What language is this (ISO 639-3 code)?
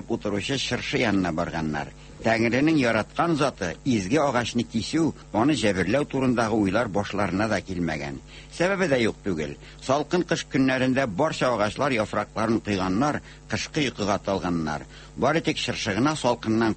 tat